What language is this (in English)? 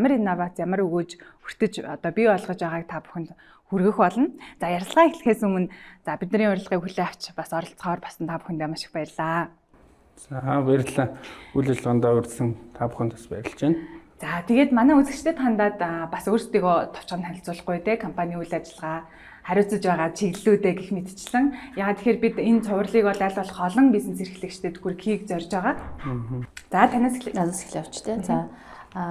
Mongolian